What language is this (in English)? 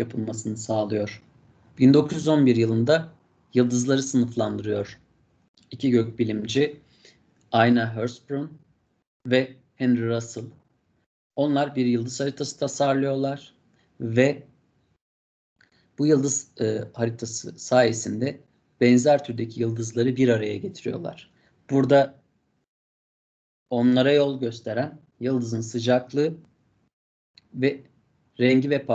Turkish